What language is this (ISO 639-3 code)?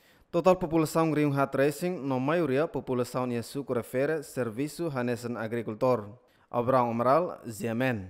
tet